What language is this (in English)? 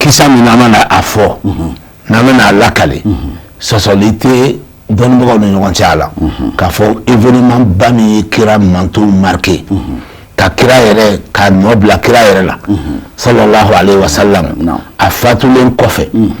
Bambara